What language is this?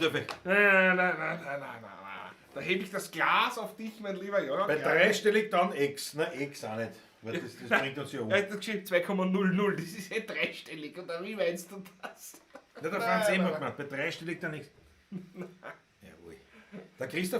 Bavarian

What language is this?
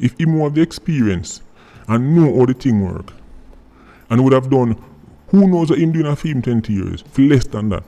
Jamaican Creole English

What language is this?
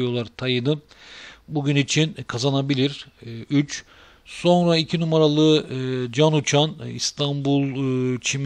Turkish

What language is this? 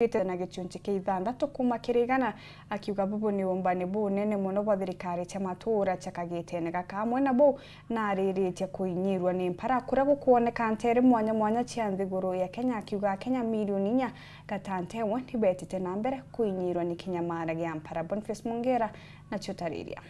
Meru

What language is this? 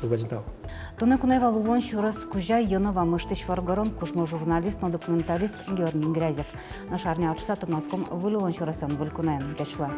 Udmurt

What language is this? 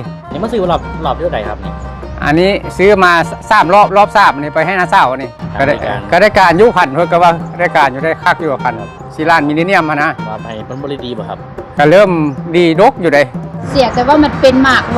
Northeastern Thai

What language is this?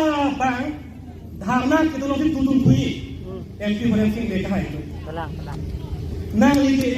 Karbi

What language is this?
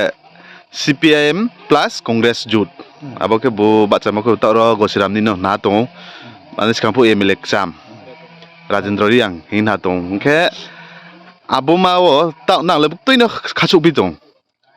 Kok Borok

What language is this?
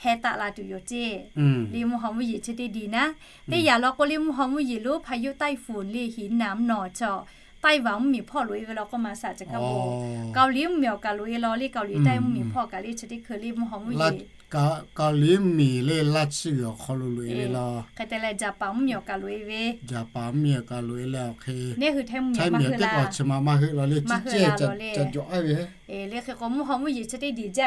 Lahu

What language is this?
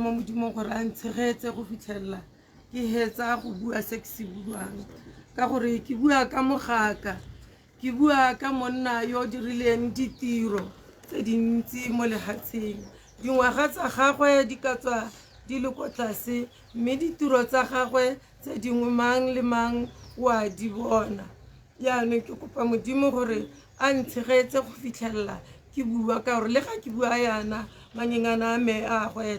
Tswana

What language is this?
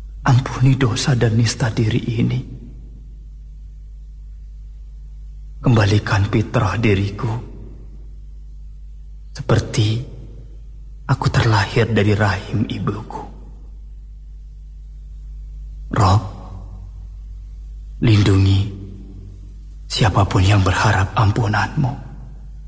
Indonesian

